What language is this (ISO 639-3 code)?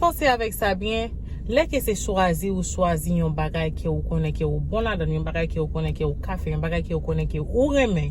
hat